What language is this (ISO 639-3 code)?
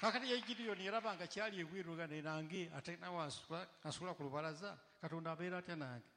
lug